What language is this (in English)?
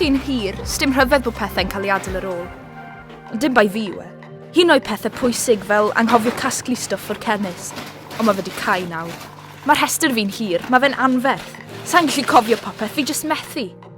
Welsh